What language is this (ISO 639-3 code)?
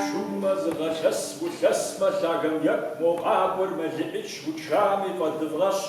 kbd